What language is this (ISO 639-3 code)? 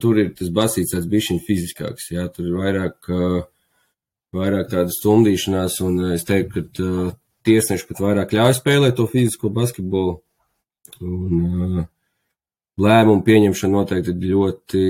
lav